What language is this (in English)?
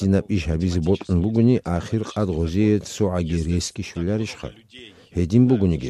Avaric